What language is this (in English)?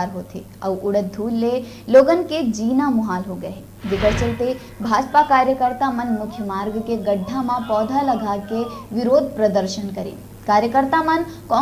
Chhattisgarhi